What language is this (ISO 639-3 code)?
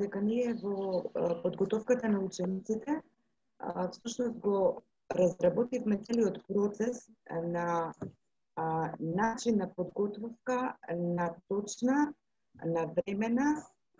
mkd